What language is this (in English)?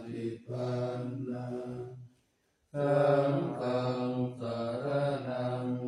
Pali